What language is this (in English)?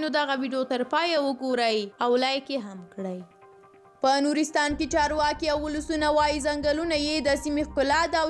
Pashto